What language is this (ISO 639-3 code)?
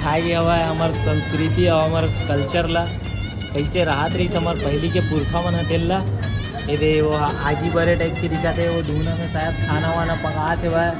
hne